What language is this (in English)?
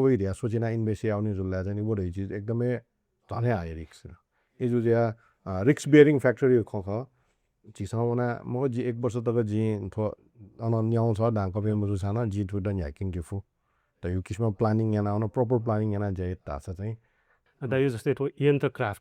Newari